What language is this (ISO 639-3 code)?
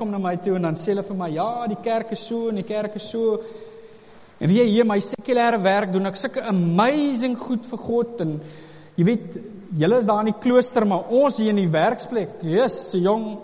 afr